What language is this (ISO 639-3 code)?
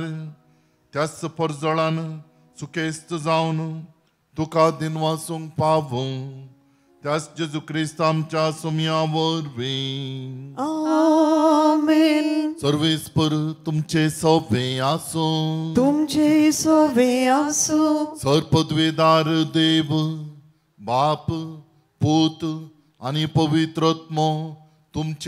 kok